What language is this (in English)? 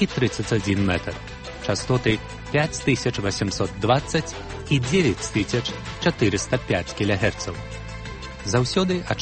Belarusian